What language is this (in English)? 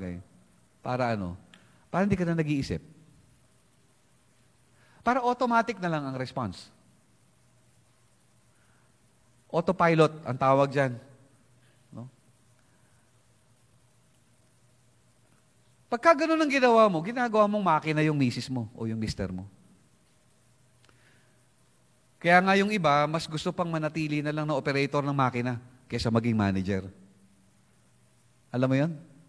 Filipino